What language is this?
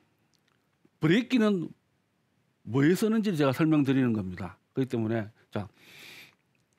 Korean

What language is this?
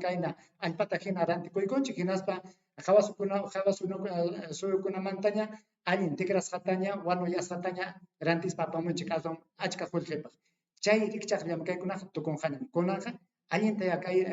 Ayacucho Quechua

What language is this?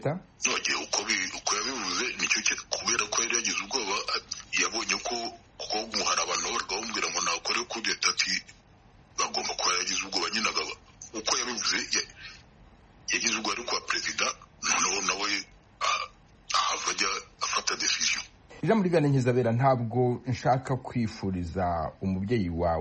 Kinyarwanda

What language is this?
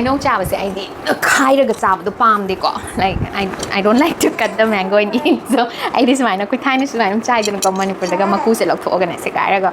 Manipuri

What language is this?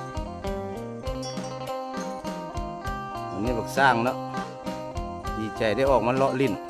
Lao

